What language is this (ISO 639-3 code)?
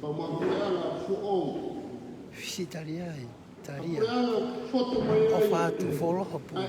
ton